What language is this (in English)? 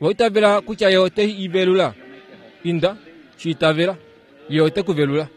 Kuanyama